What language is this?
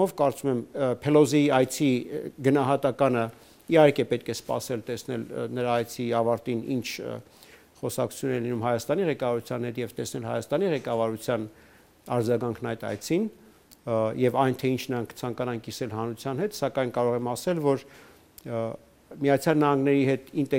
Armenian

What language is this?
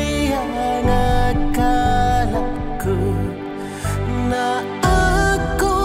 Khasi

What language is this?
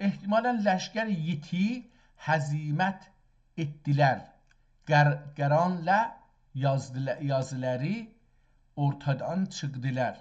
South Azerbaijani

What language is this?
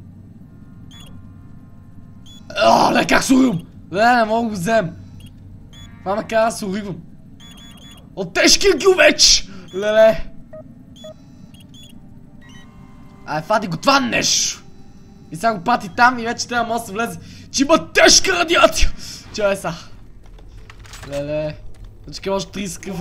Bulgarian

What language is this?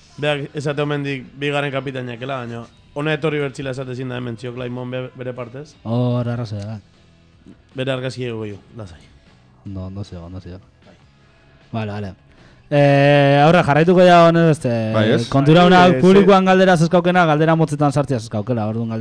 Basque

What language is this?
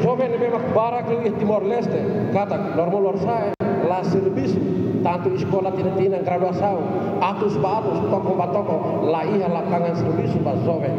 Tetum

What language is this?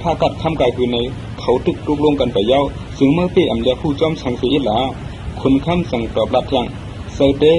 Shan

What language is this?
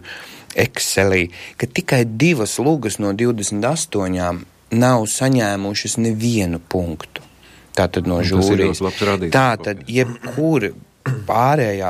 Latvian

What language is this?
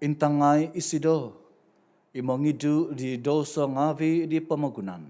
Central Dusun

